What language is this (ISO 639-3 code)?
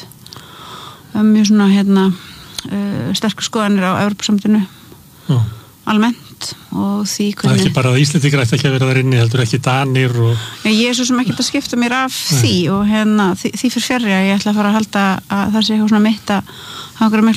isl